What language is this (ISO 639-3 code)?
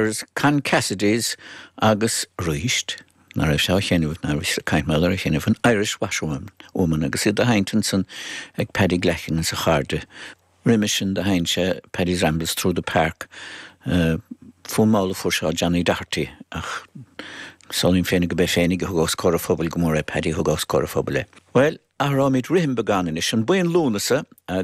gle